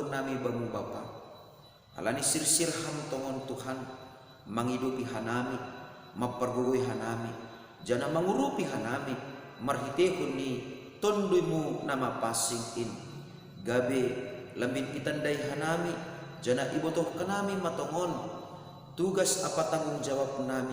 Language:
Batak Simalungun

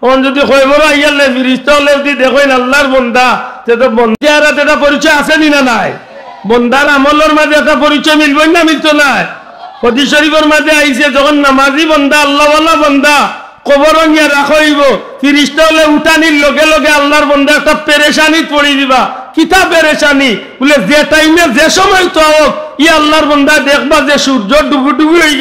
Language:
Sylheti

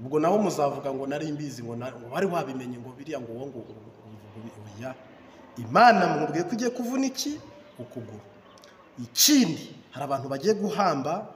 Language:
Kinyarwanda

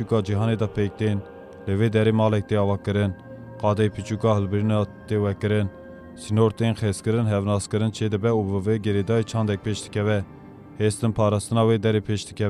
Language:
Kurdish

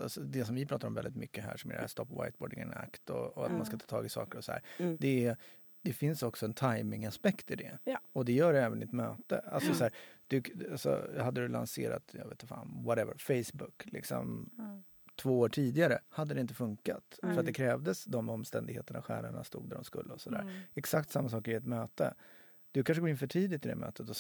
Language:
Swedish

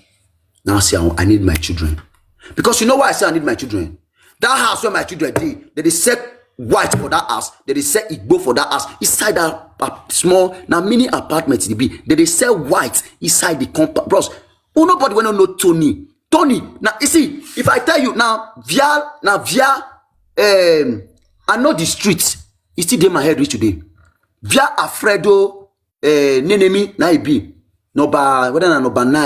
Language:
Nigerian Pidgin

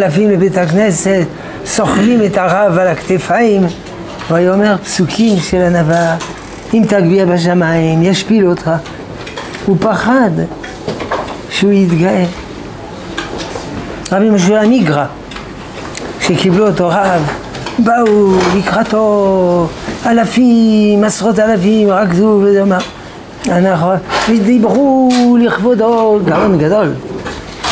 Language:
Hebrew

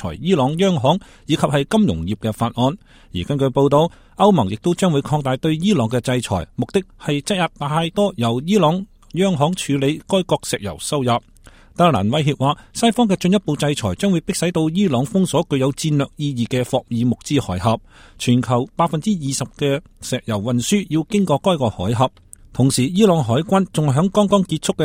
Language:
Cantonese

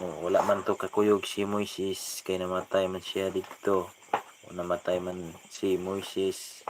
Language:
Cebuano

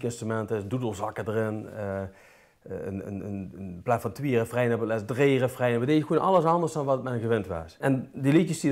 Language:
Limburgish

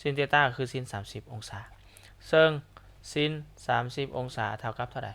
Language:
Lao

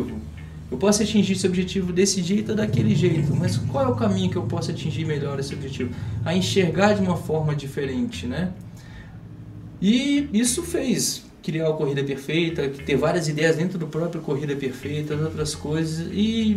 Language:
Portuguese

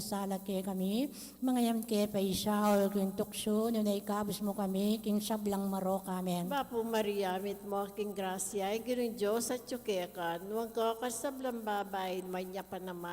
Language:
Pampanga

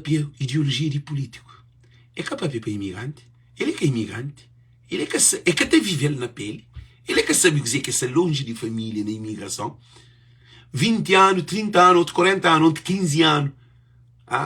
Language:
Kabuverdianu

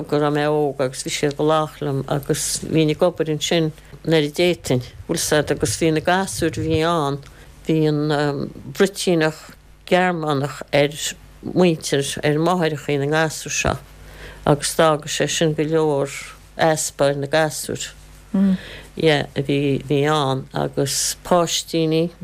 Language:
Irish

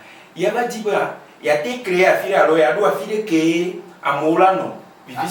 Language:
Ewe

